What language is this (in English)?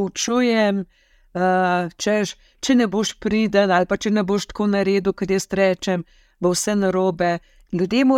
Slovenian